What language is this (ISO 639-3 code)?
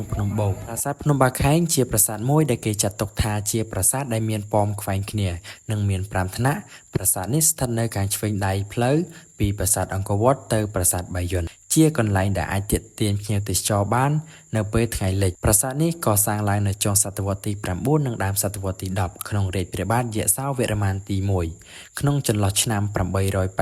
khm